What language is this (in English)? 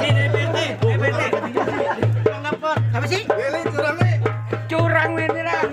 Betawi